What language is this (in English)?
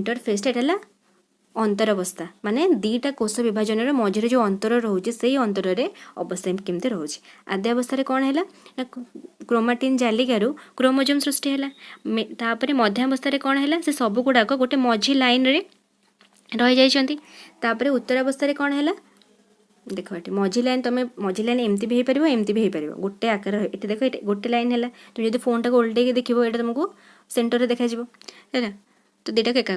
Odia